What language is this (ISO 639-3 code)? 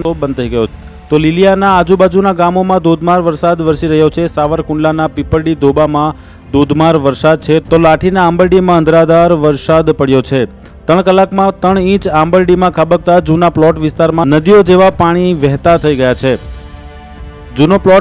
guj